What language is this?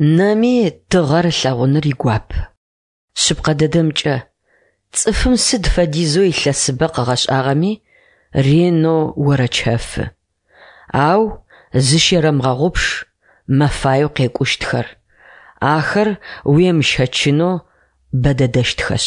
Adyghe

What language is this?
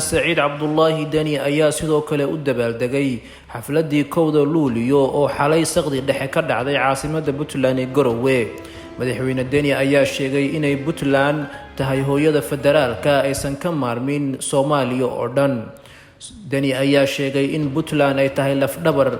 Somali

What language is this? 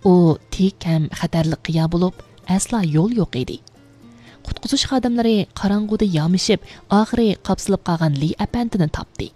Uyghur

